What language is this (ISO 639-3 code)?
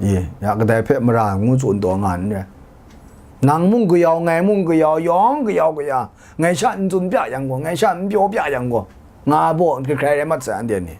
kac